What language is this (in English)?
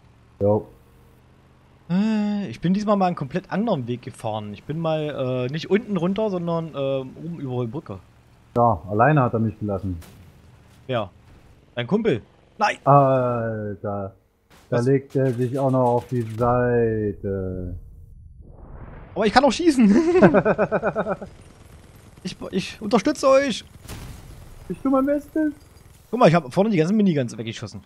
German